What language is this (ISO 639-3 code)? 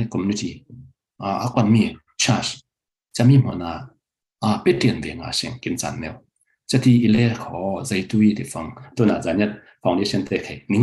cfm